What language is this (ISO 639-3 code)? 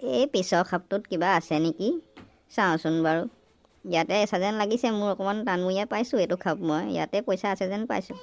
asm